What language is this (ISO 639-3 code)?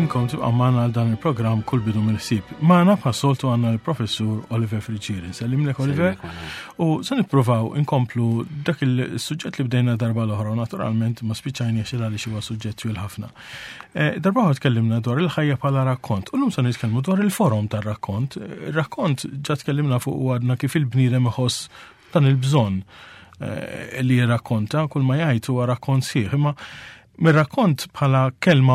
mlt